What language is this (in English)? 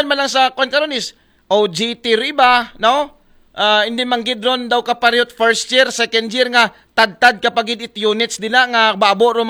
Aklanon